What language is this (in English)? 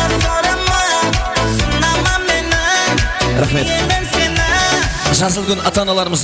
Kara-Kalpak